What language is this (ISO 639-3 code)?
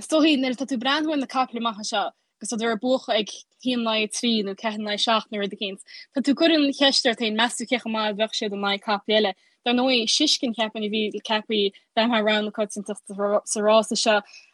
gle